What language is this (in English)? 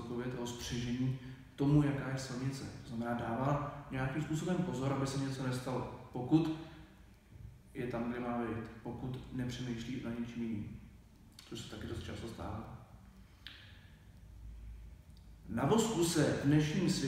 Czech